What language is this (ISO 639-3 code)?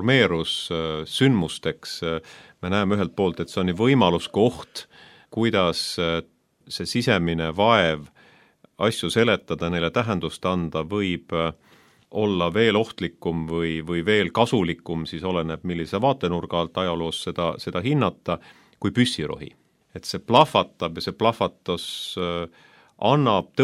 est